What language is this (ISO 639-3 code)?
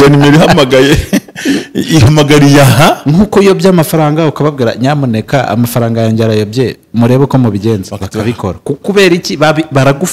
kin